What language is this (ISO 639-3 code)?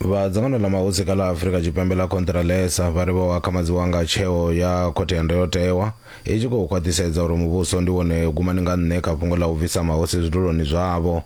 ven